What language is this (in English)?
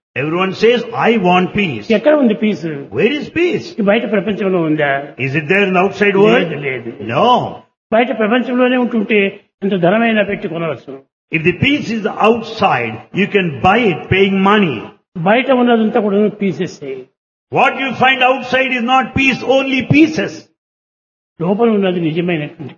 Telugu